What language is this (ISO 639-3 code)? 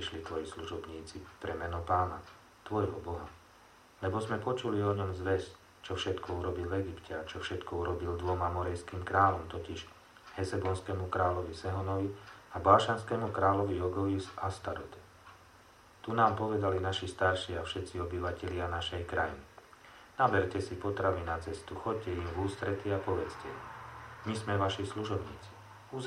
slk